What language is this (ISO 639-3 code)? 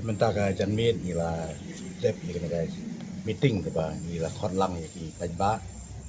kha